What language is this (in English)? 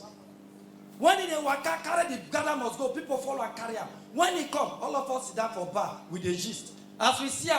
Nigerian Pidgin